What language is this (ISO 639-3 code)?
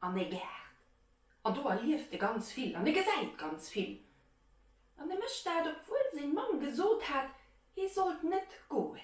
ltz